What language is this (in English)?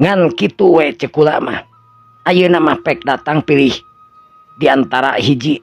Sundanese